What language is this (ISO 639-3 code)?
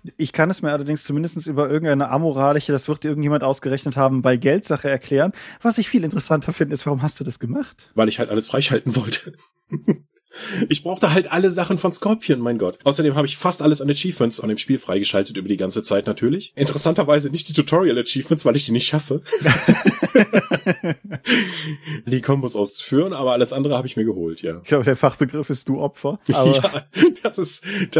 deu